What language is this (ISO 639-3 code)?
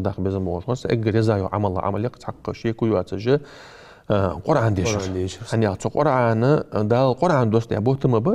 inh